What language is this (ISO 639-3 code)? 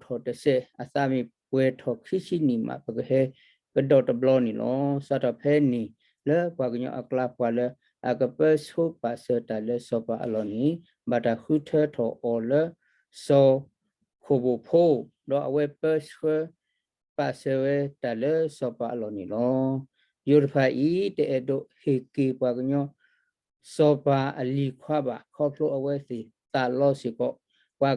ksw